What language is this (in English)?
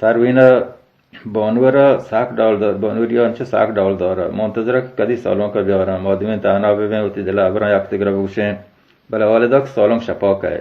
Baluchi